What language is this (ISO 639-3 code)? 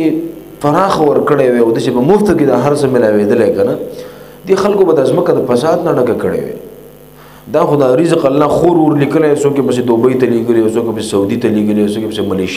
pus